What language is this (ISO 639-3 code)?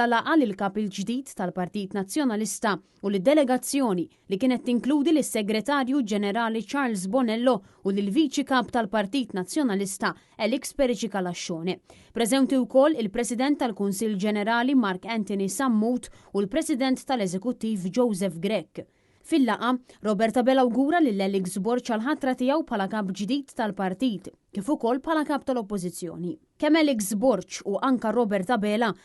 mlt